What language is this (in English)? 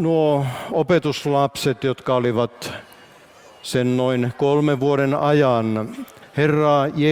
Finnish